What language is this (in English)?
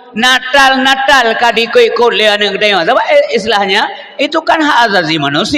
Achinese